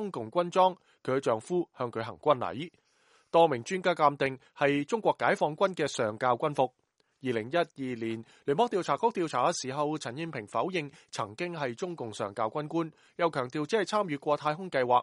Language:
Cantonese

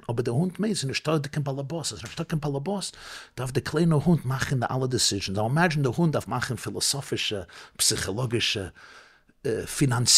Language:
Yiddish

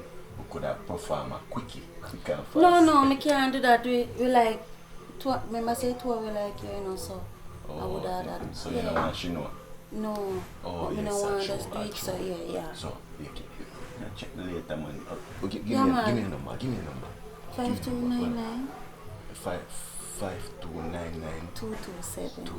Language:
Jamaican Creole English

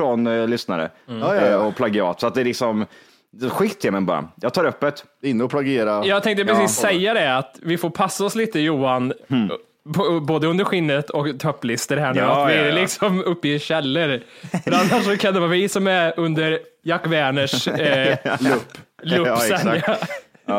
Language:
Swedish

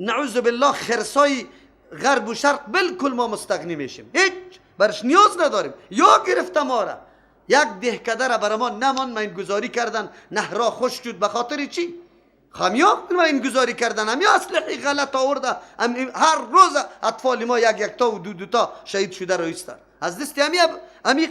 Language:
Persian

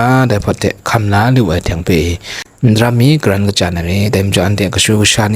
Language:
Kachin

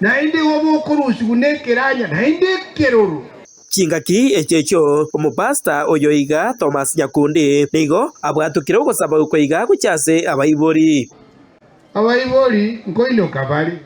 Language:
Gusii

